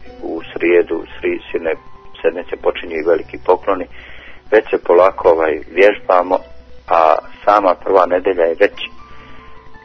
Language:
Bosnian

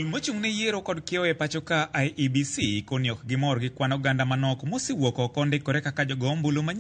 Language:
Luo (Kenya and Tanzania)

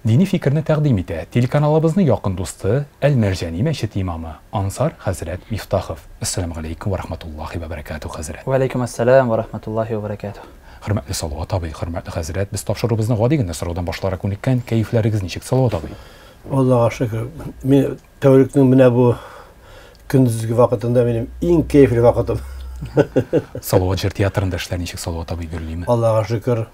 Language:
Tatar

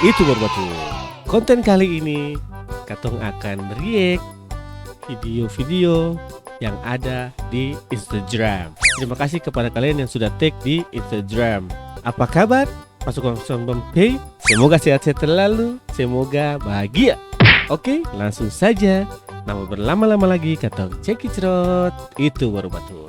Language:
Ambonese Malay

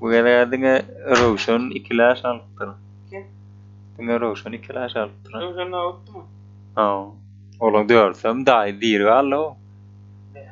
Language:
Turkmen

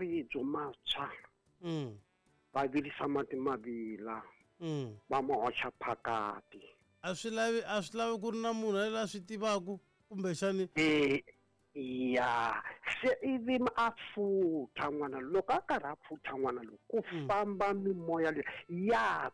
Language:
Tsonga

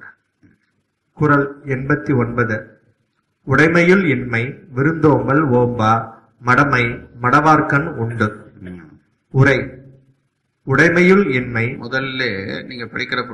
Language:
Tamil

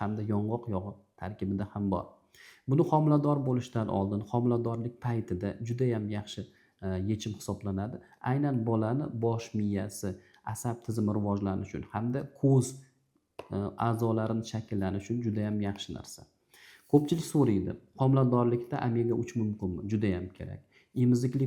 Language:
Uzbek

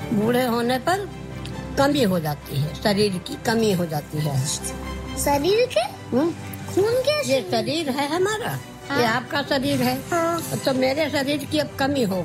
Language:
Hindi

